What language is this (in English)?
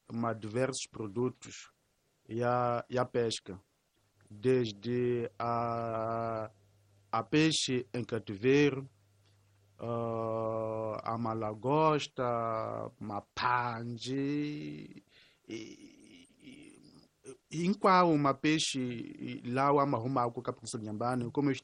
Tsonga